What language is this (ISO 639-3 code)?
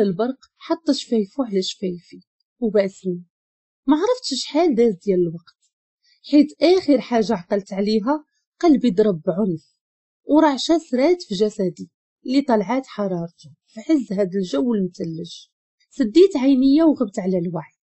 ary